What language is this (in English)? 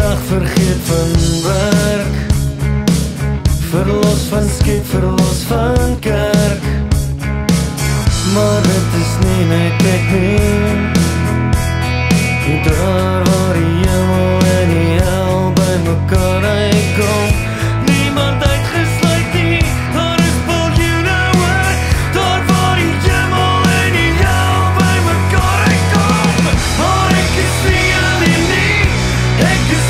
Afrikaans